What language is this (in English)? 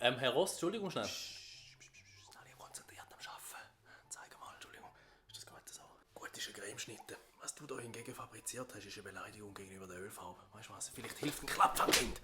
Swiss German